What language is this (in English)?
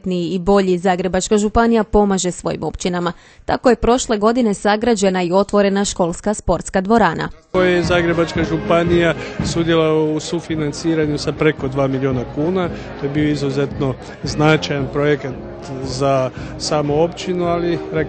Croatian